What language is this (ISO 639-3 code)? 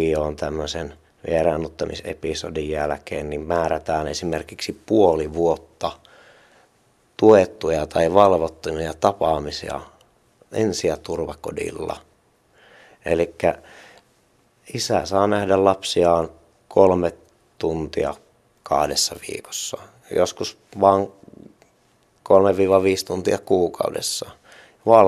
fin